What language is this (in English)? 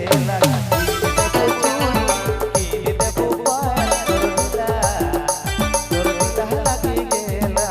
Sadri